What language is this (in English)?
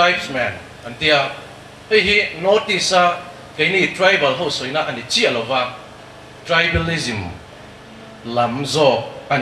Mizo